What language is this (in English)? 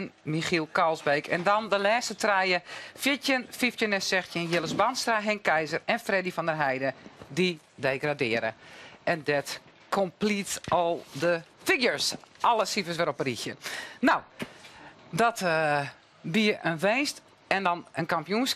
Western Frisian